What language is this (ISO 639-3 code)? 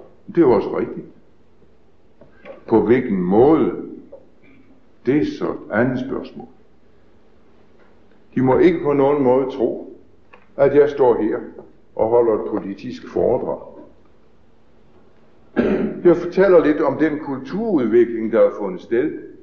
dan